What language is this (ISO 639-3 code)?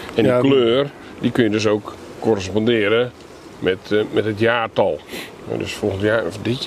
nld